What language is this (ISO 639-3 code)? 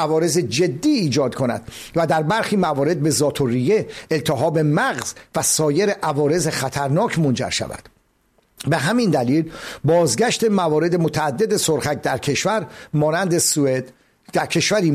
fas